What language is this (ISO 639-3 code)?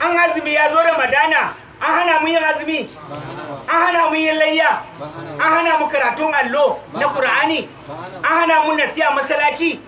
hau